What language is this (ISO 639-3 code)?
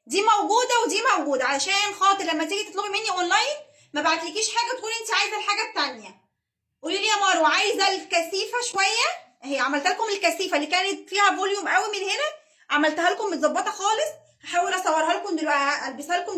arz